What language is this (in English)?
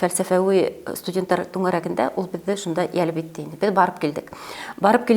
Bashkir